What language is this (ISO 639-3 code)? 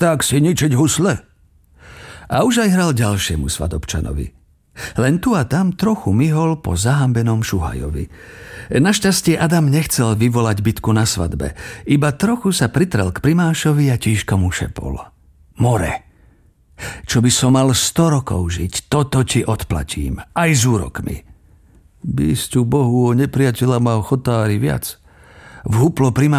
slk